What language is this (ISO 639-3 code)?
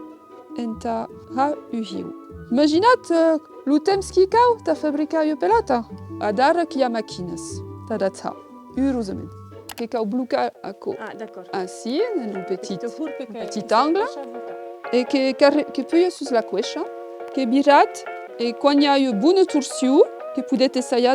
oci